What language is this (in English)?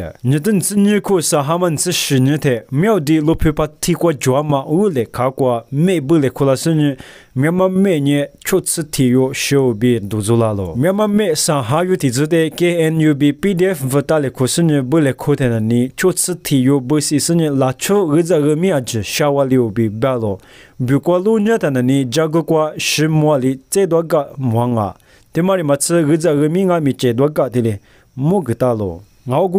Lisu